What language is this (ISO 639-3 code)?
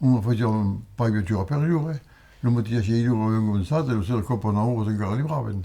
oci